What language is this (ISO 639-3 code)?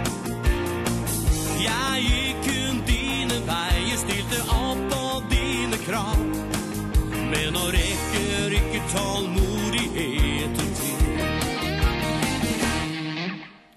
nor